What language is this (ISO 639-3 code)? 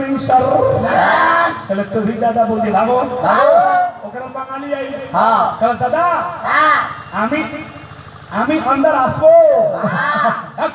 bho